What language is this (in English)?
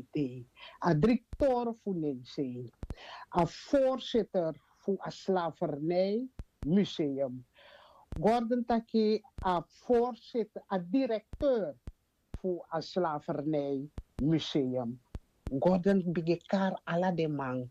Sranan Tongo